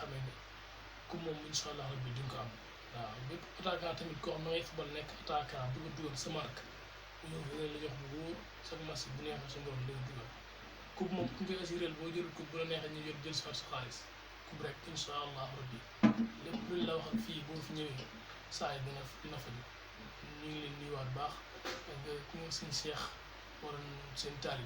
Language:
Wolof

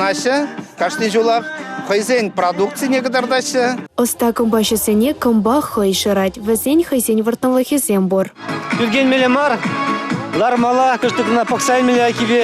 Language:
Chuvash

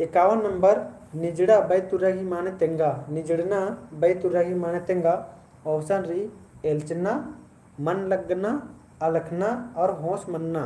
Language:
Kurukh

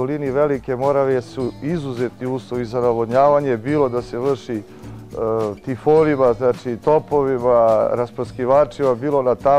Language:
Serbian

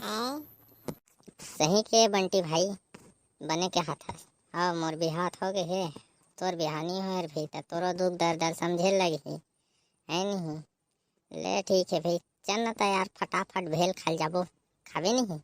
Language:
Chhattisgarhi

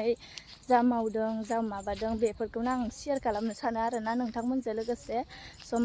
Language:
Bodo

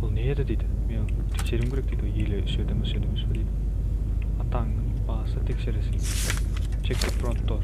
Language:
Kara-Kalpak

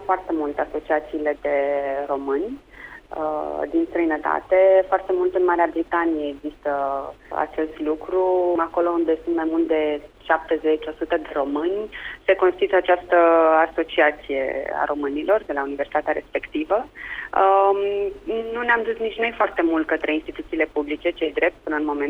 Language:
Romanian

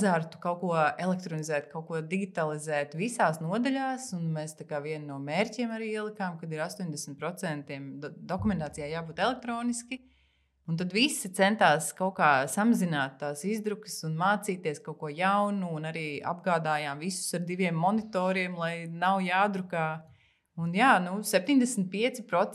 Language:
Latvian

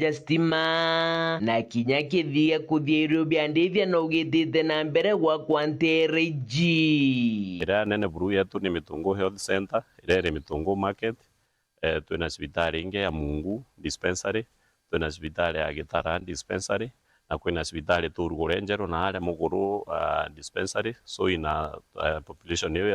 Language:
Meru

